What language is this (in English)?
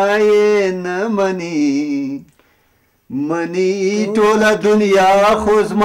Pashto